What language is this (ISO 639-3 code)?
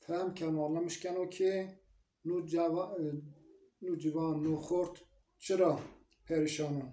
zza